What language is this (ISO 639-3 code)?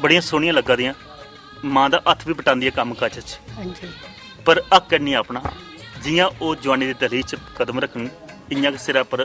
doi